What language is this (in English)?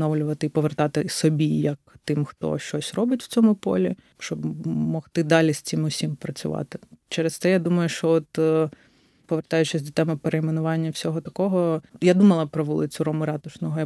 Ukrainian